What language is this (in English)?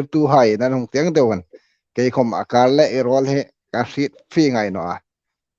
Hmar